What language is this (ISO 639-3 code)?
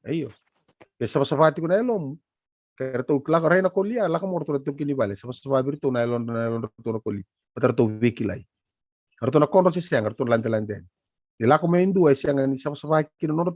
fij